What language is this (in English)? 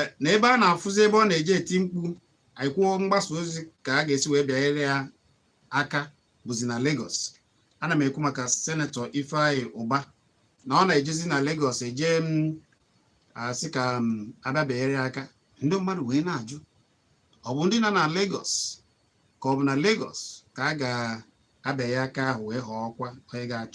Igbo